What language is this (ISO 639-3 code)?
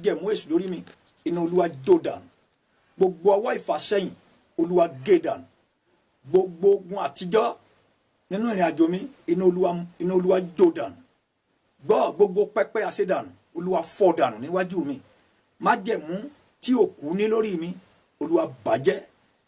yor